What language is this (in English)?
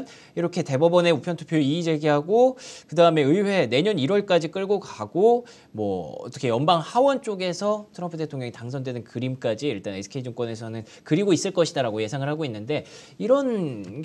Korean